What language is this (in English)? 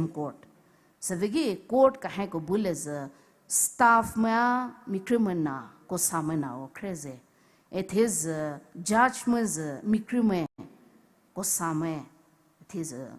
Poumei Naga